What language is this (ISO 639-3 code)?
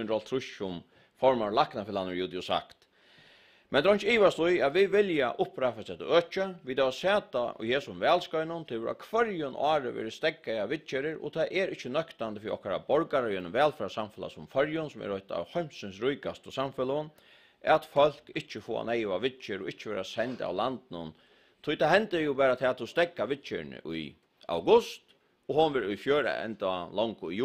fao